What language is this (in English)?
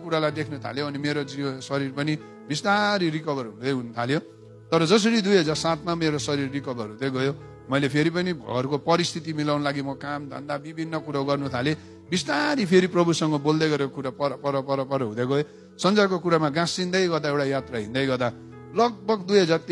Nepali